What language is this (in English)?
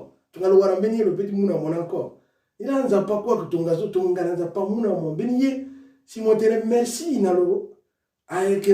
Sango